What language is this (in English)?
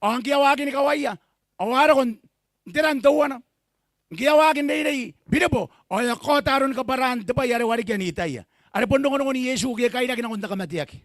Gilbertese